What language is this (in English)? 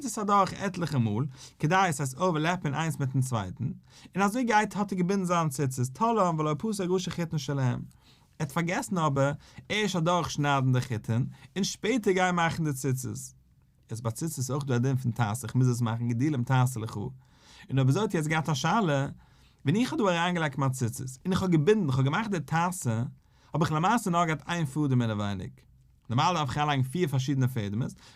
Yiddish